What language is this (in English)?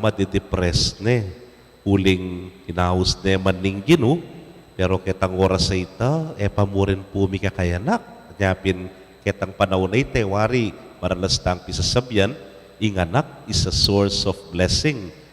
Pampanga